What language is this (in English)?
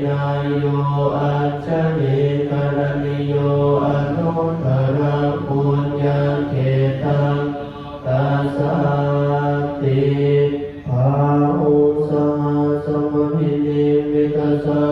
Pali